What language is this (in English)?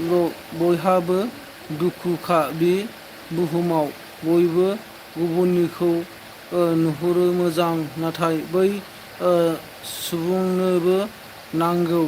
Bodo